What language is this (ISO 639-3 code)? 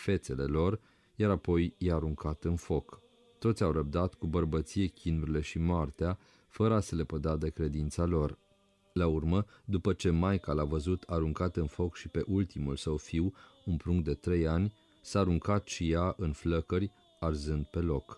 ron